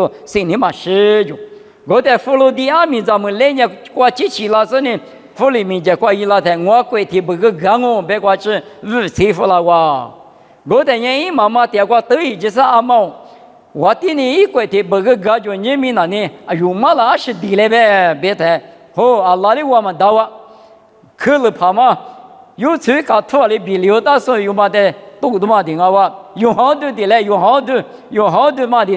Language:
Lisu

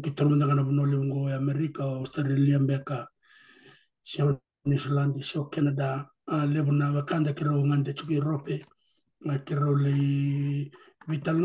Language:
Fijian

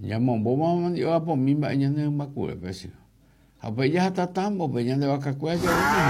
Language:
Guarani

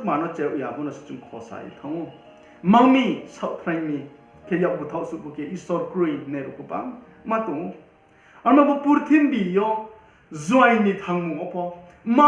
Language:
Riang (India)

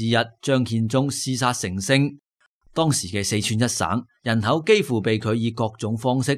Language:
Cantonese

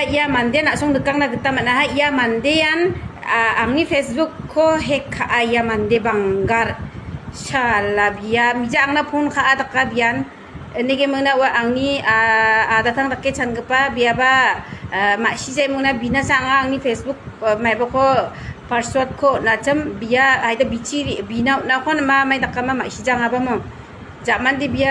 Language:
Garo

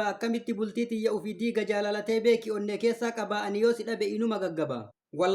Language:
Oromo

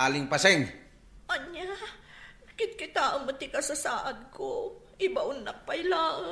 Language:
Iloko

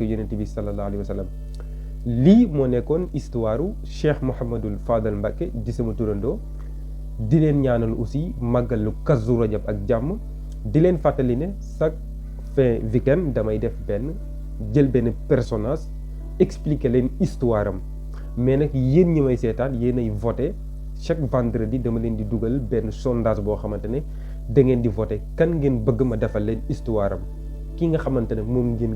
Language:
Wolof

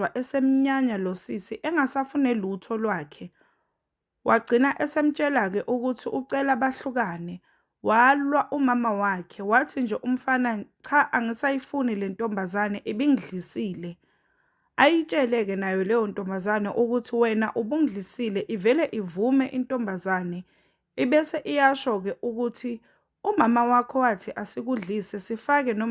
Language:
Zulu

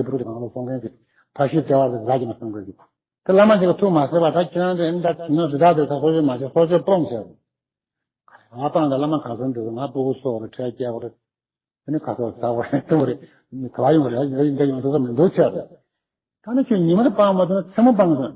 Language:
Tibetan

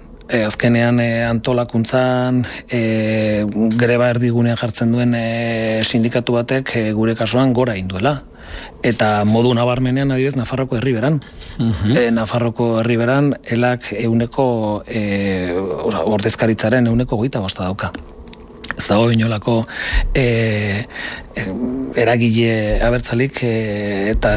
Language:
Basque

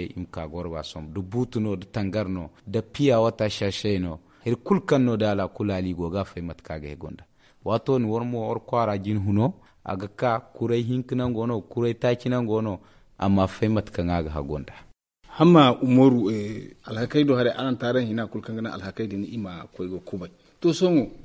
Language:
Zarma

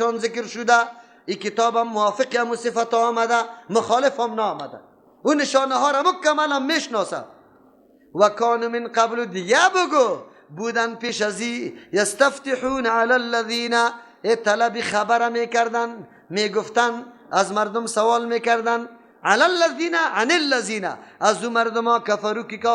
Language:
Persian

